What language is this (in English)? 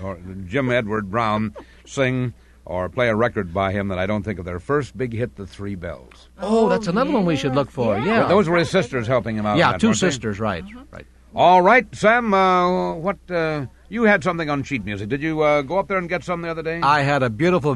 English